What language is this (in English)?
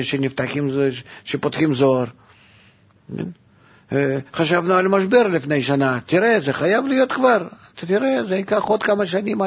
Hebrew